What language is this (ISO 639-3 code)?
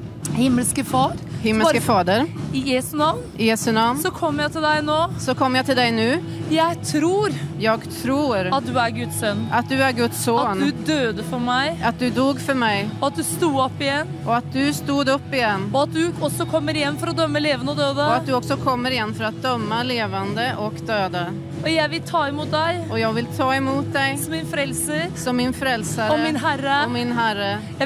nor